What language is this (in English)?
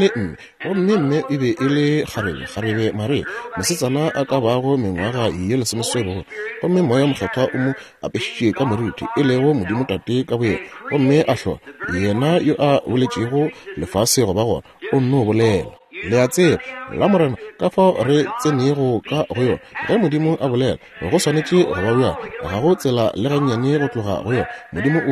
Northern Sotho